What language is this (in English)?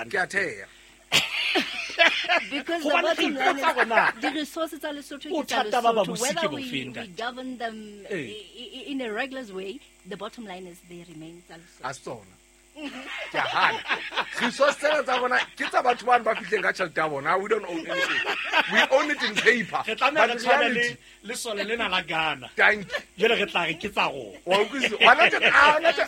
Southern Sotho